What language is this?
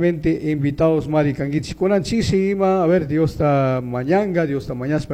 Chimborazo Highland Quichua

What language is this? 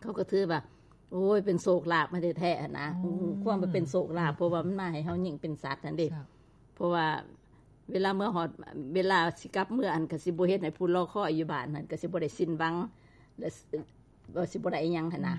Lao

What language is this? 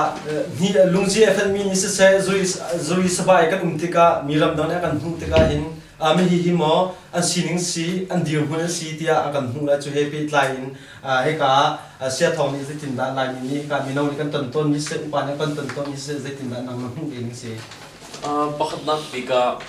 Hakha Chin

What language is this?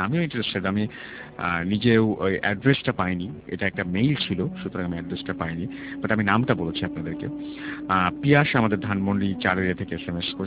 Bangla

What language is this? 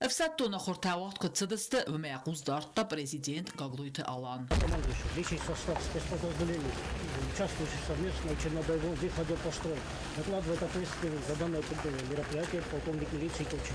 Ossetic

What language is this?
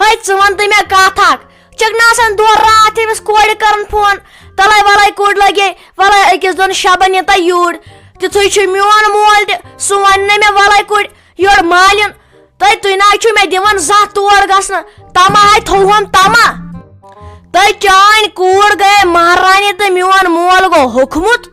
Kashmiri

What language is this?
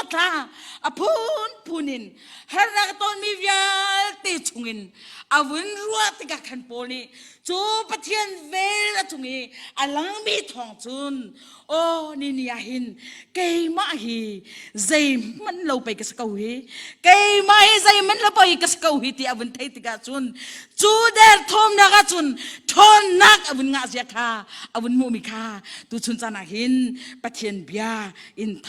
Hakha Chin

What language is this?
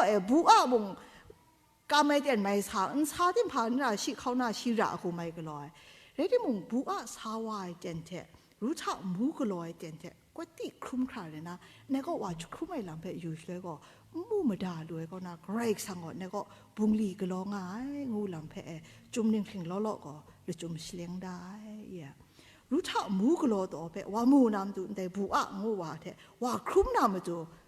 Kachin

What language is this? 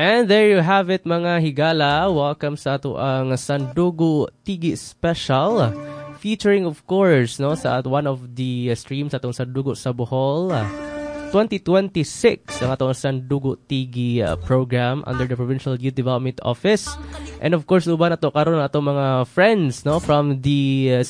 Cebuano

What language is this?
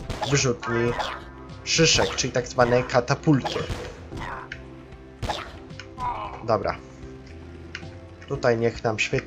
Polish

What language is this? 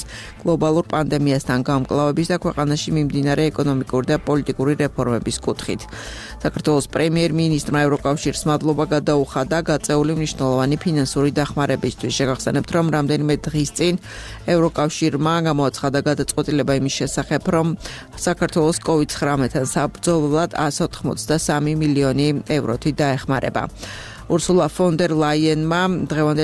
Georgian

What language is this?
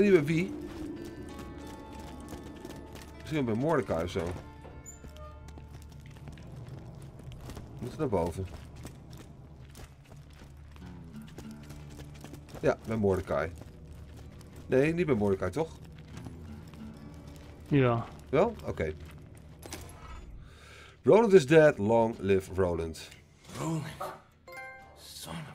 Dutch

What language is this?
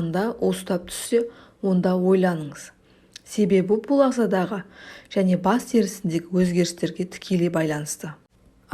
Kazakh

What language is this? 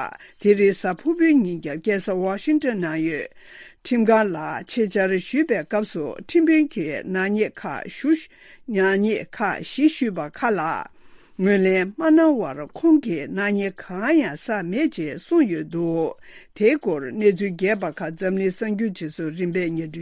Tibetan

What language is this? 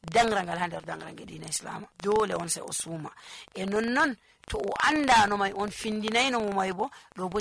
Nigerian Fulfulde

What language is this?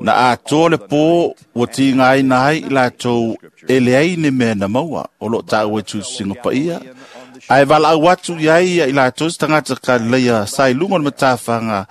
Samoan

